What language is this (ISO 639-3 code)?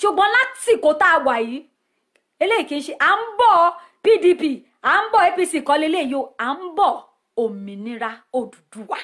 yor